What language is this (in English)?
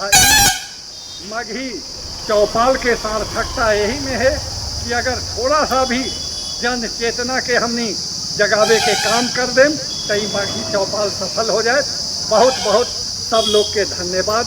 Magahi